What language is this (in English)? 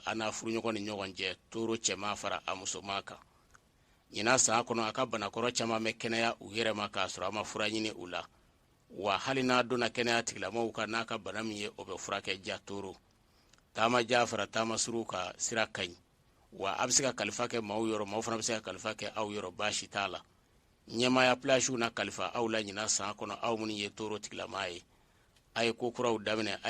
Bambara